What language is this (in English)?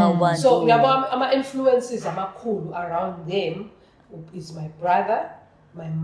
Zulu